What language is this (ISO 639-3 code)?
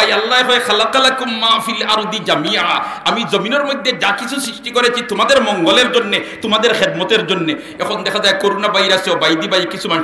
syl